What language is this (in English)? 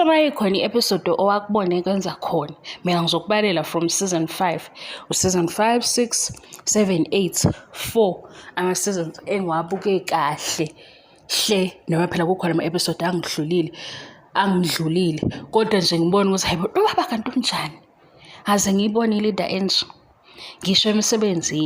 Zulu